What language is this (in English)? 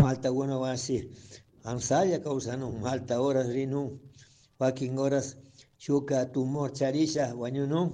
Chimborazo Highland Quichua